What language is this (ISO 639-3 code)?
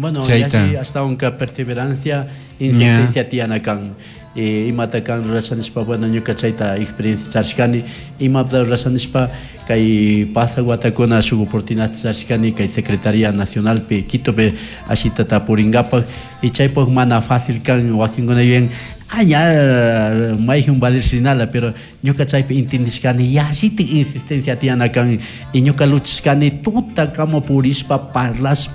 qug